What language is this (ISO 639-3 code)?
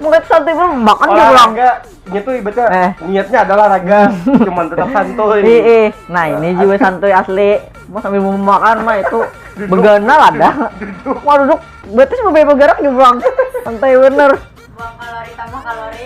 bjn